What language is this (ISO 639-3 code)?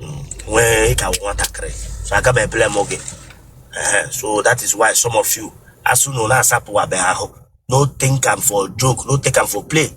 ibo